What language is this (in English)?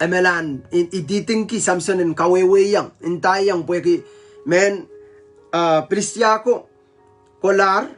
Pohnpeian